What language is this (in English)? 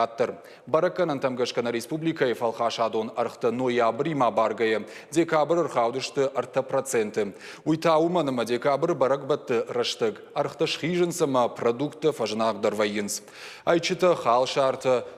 Ossetic